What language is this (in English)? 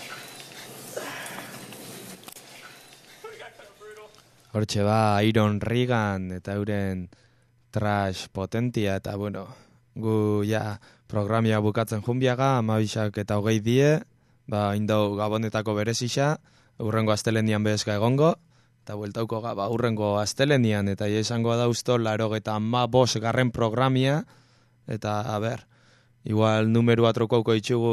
Basque